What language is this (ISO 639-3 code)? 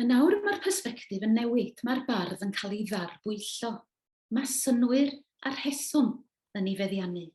cym